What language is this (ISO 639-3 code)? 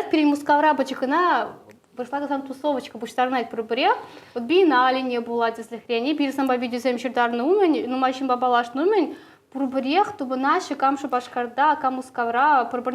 chv